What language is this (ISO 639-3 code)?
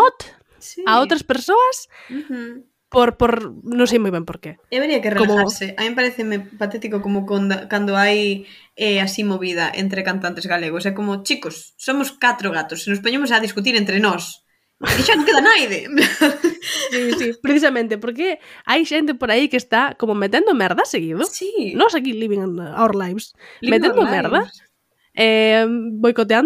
glg